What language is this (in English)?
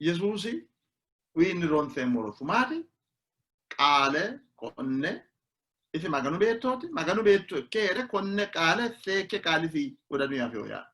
Sidamo